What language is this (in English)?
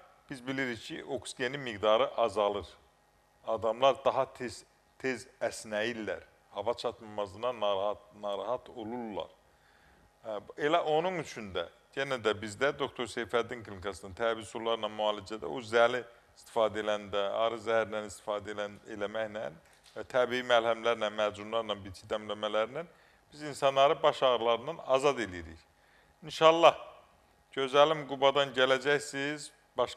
Azerbaijani